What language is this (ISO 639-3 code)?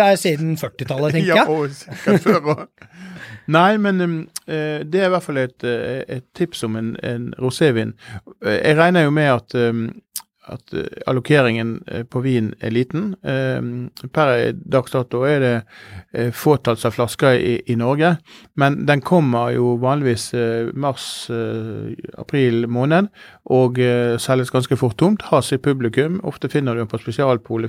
nor